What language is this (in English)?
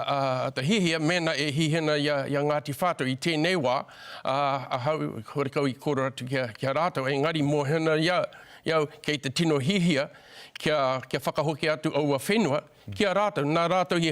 Māori